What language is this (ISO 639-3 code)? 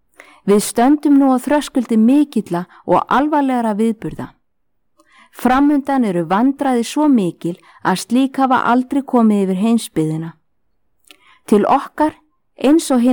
isl